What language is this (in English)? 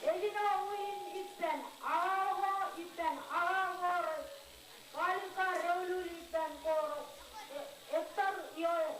Marshallese